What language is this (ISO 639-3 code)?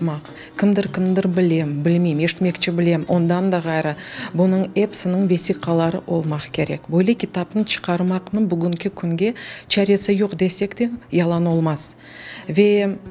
crh